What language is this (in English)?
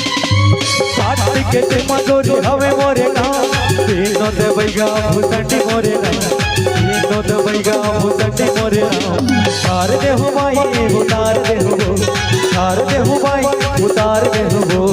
Chhattisgarhi